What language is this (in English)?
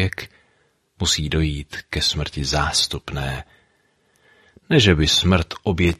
Czech